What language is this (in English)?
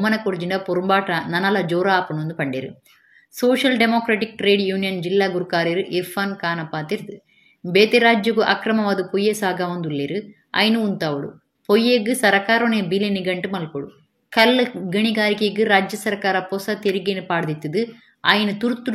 Tulu